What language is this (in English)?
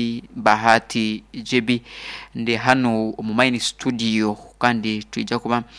Nyoro